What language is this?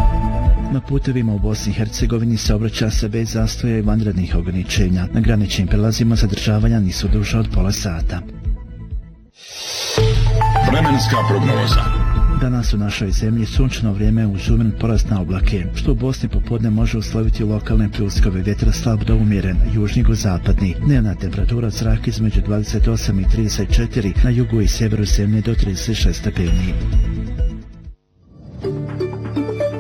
Bosnian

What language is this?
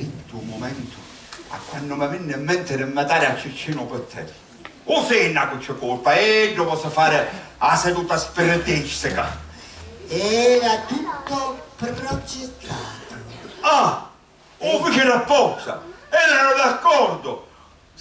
Sicilian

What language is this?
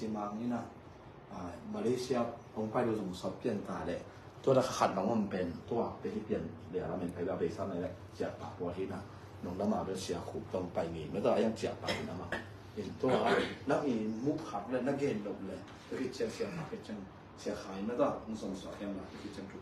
Tedim Chin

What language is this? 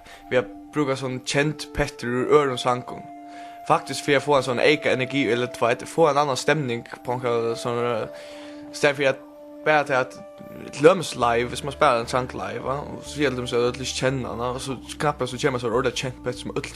Faroese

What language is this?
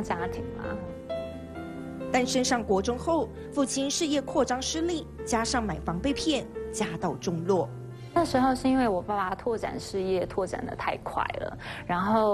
Chinese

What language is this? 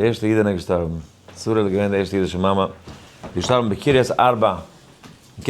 Yiddish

